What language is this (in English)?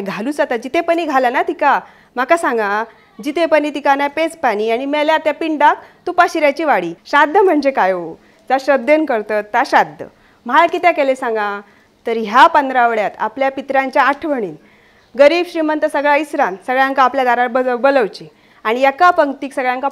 Konkani